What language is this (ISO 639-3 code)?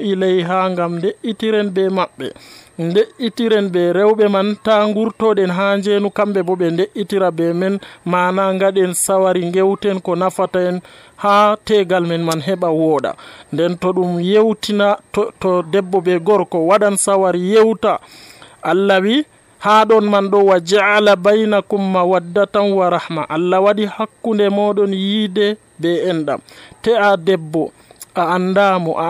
fuv